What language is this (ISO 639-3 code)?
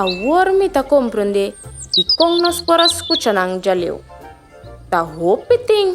pap